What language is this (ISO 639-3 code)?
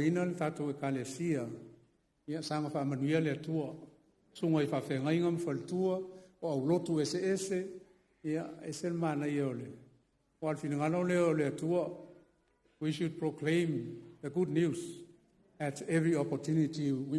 smo